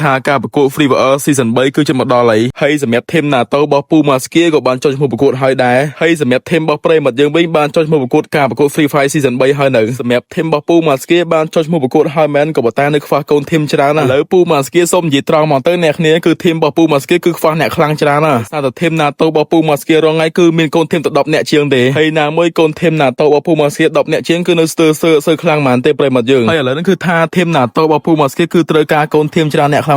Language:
Khmer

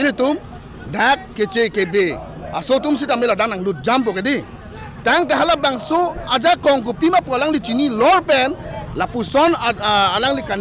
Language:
Karbi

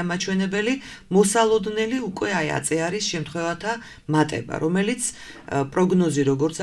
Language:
Georgian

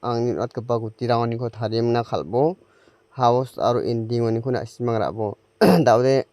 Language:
Garo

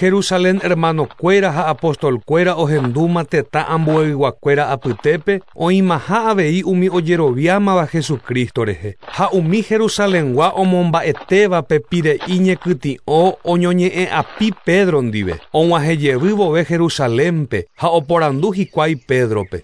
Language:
Guarani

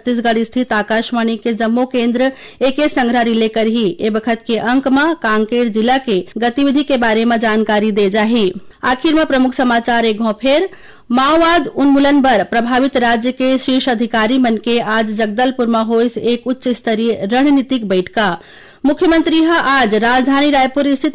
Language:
Chhattisgarhi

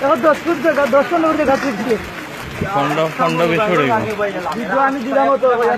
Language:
Sylheti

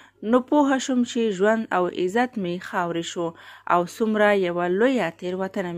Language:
Pashto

